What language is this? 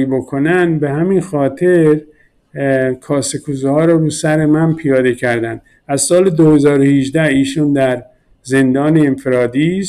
Persian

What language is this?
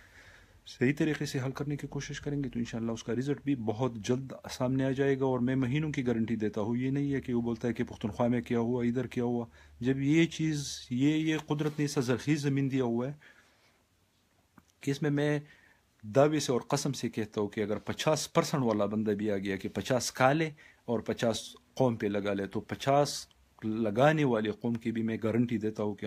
Urdu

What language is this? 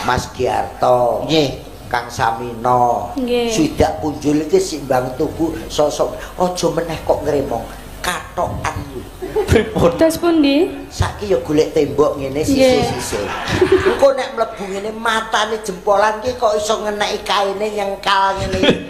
Javanese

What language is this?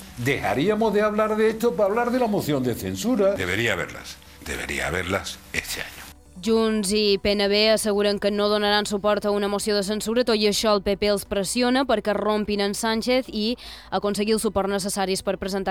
Catalan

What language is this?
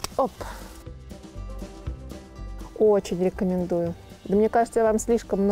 Russian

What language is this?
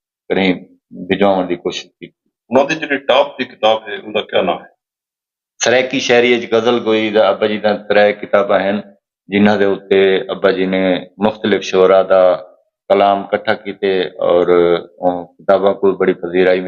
Saraiki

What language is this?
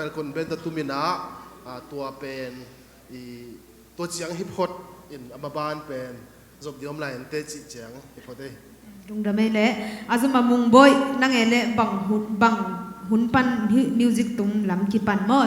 Tedim Chin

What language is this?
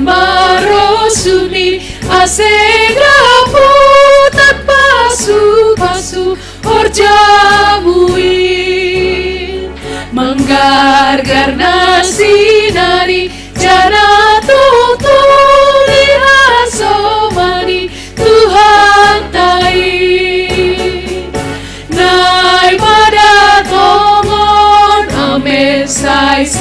Batak Simalungun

